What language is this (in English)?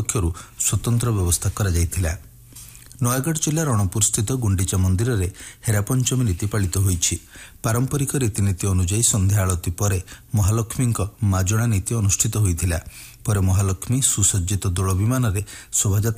Odia